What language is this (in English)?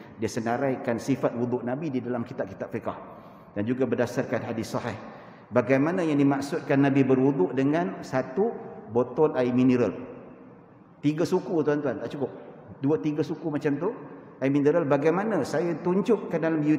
Malay